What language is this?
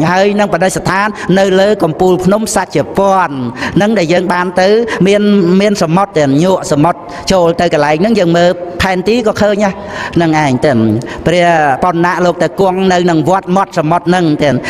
Khmer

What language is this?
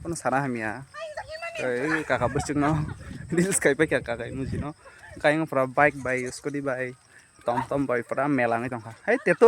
Kok Borok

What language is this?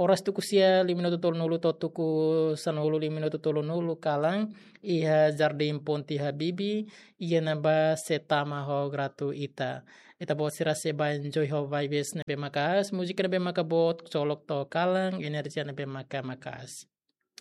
Tetum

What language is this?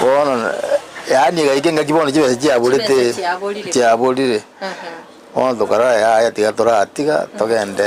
Gusii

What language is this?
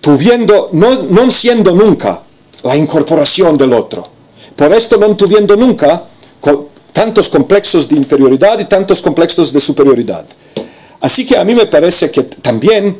Ladino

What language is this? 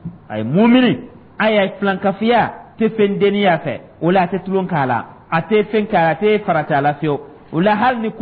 Dyula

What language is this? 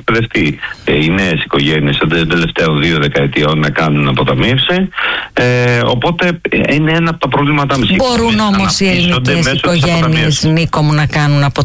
Greek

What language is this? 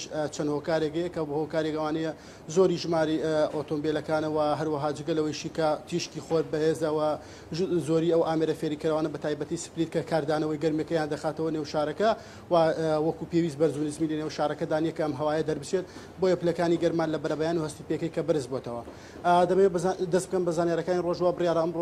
Central Kurdish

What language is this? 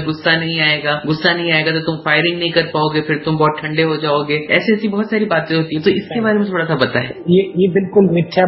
Hindi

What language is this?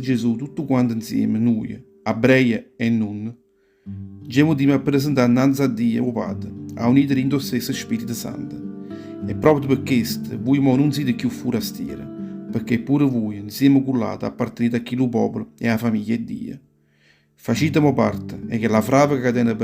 Neapolitan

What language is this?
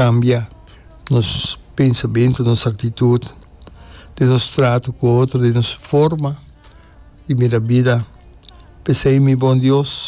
Papiamento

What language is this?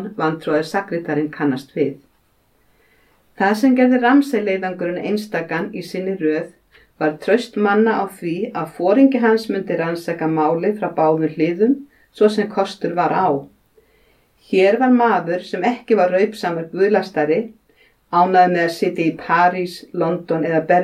Icelandic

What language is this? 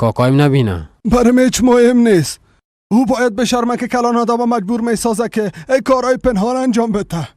Persian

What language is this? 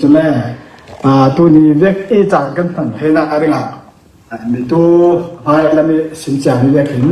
Falam Chin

